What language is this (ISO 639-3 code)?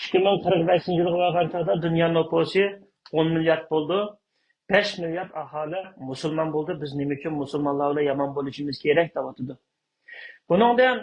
uig